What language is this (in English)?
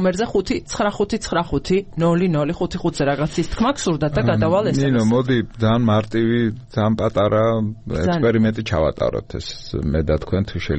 Georgian